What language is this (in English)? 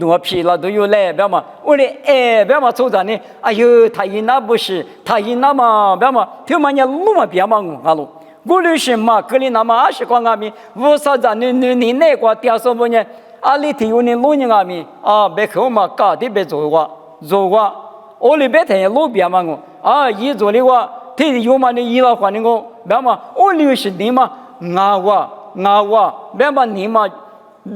Lisu